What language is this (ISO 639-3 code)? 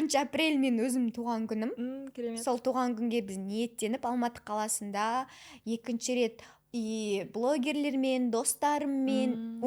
kaz